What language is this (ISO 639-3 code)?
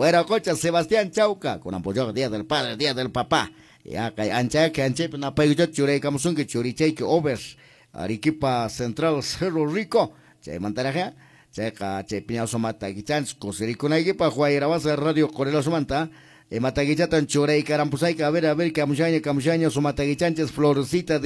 que